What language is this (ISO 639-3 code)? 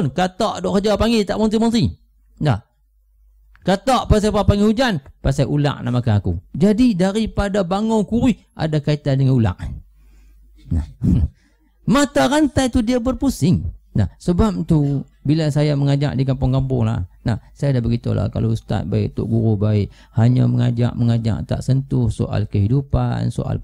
msa